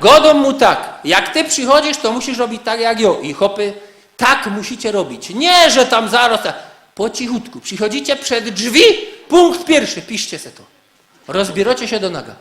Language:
Silesian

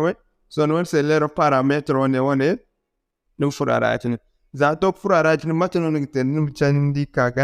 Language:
Zarma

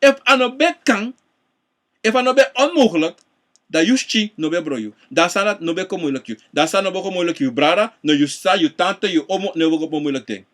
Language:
Sranan Tongo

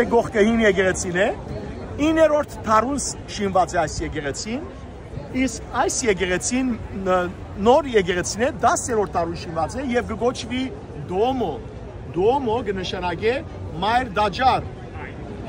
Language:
Western Armenian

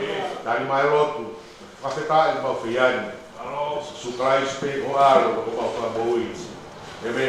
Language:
Tongan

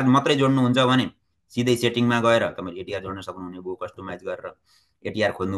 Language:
Nepali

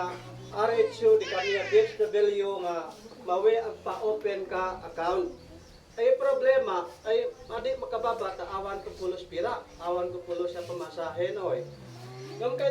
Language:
Isnag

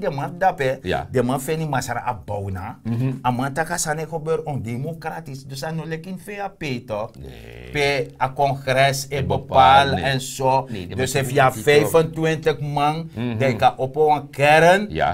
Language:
Sranan Tongo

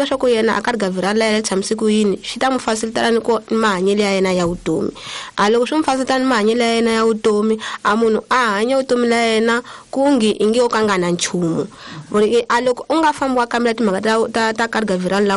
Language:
Tsonga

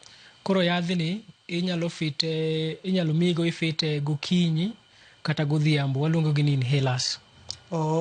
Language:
Luo (Kenya and Tanzania)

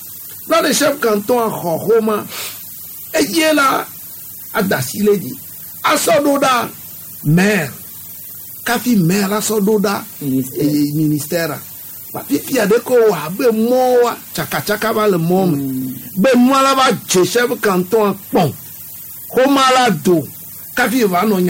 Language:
Gen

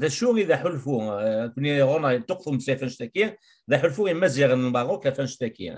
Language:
Kabyle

